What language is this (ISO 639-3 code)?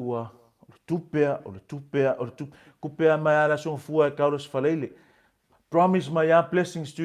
smo